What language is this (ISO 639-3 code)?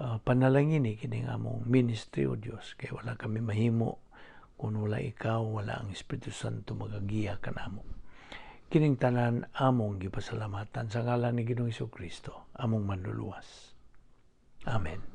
ceb